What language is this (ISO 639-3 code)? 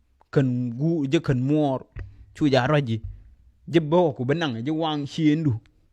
nus